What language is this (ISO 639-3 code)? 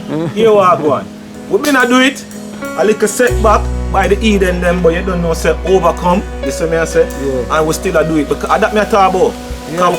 jam